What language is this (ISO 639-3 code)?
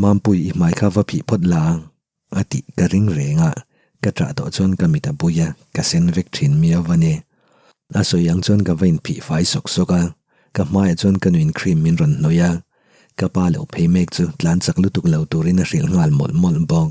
lus